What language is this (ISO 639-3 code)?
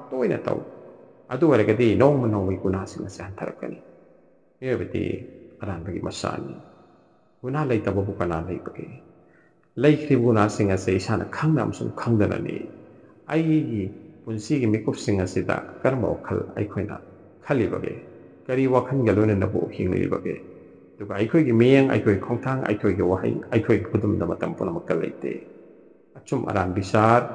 mni